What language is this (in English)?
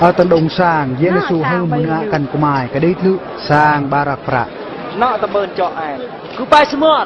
Eastern Bru